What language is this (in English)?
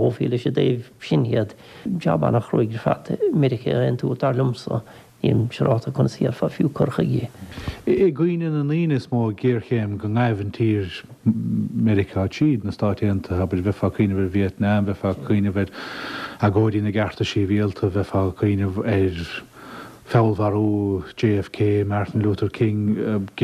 Irish